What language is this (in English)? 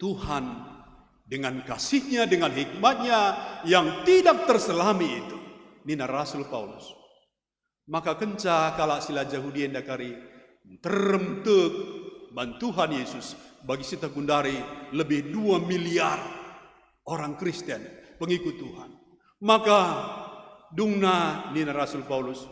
Batak Karo